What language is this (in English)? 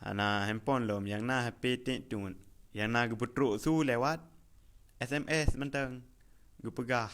Achinese